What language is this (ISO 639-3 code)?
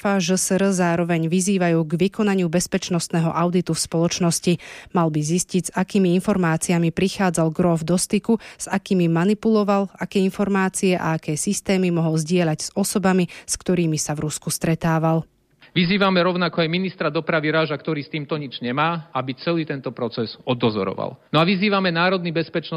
slk